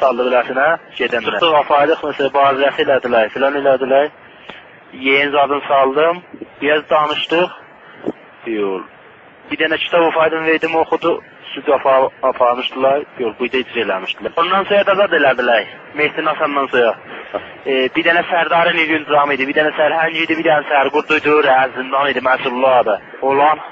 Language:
South Azerbaijani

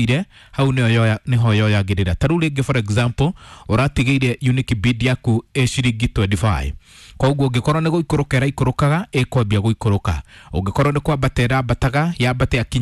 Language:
Kikuyu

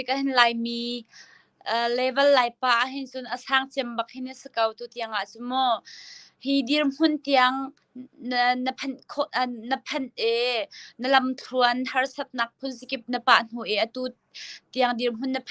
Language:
Hakha Chin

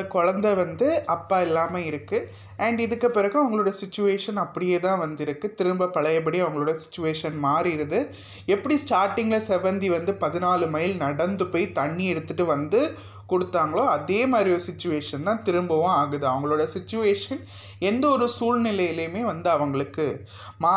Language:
Tamil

